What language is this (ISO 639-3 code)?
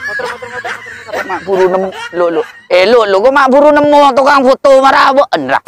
mad